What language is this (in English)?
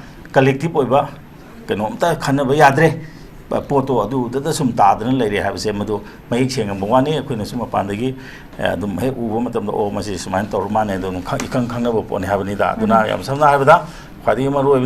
Manipuri